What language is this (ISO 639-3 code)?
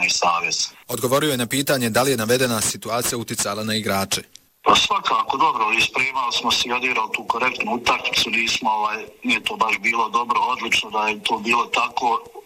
bos